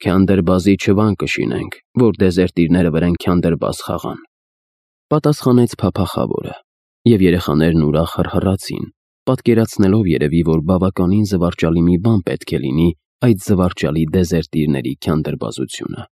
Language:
Armenian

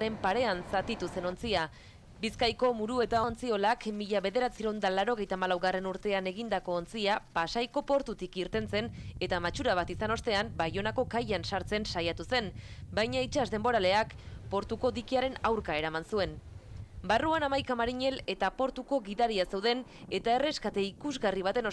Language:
Basque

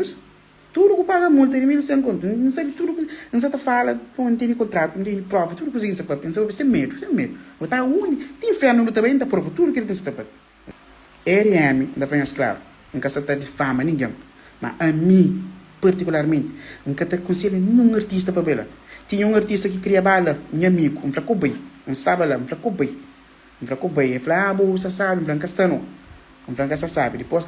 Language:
Kabuverdianu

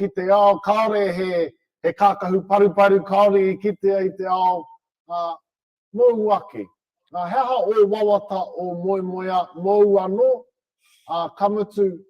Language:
Māori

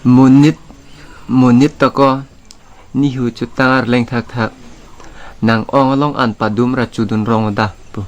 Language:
Karbi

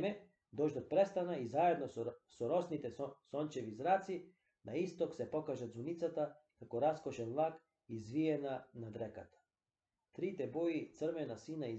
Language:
Macedonian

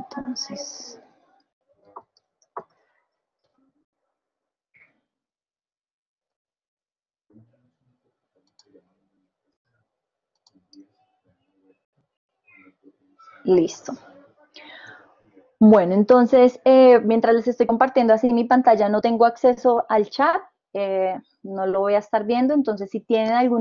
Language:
Spanish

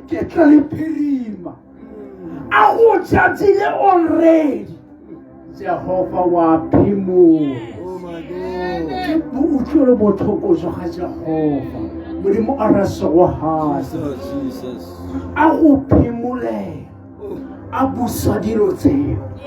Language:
Tswana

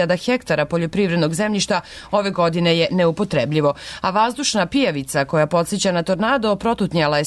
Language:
Serbian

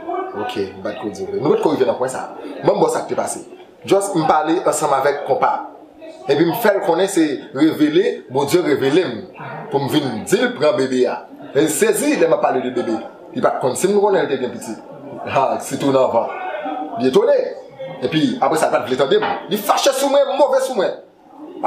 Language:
Haitian Creole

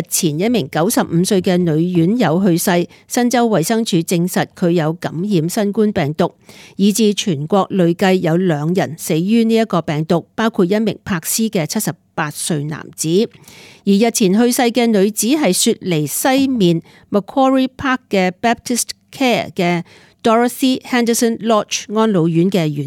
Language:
Cantonese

